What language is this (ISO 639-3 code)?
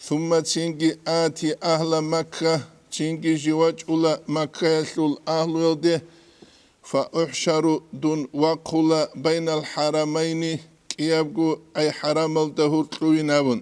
ava